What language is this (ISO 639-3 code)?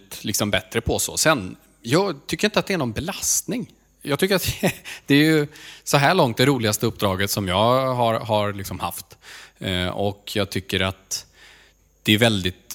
swe